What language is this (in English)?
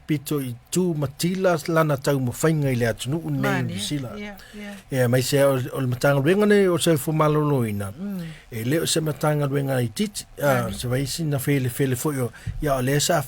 Samoan